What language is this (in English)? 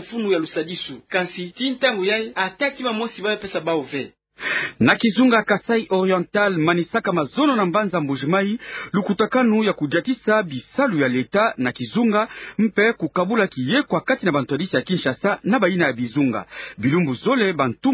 Kituba (Democratic Republic of Congo)